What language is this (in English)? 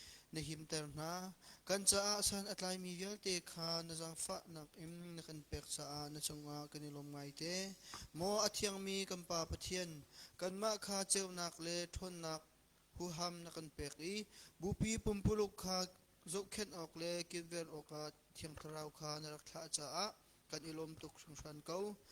Hakha Chin